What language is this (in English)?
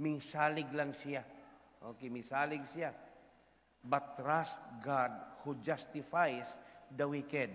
Cebuano